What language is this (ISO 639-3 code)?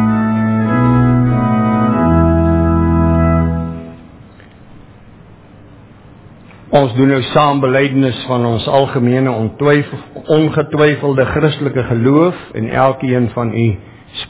afr